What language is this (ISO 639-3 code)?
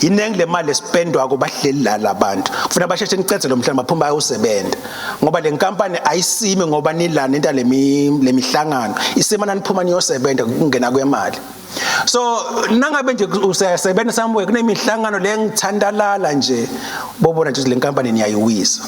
ssw